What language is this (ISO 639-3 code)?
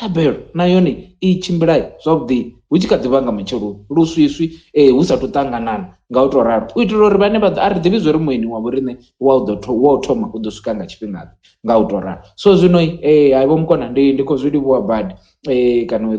ven